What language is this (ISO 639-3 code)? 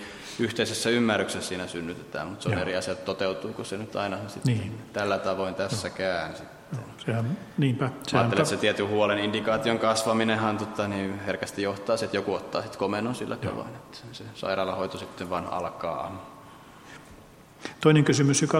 fin